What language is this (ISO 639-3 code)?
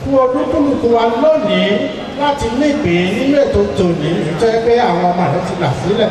yor